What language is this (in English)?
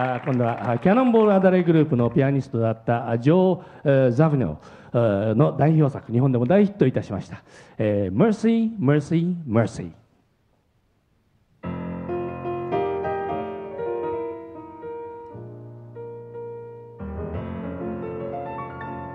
Japanese